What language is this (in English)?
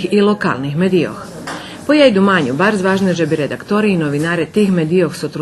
Rusyn